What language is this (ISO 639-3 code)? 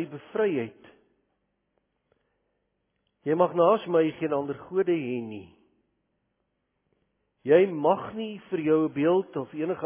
afr